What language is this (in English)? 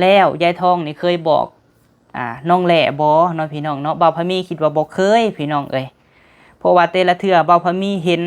Lao